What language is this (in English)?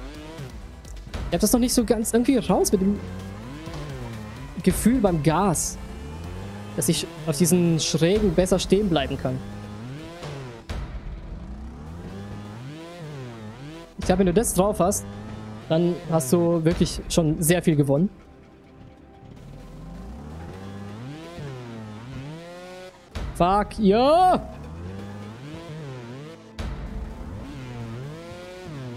German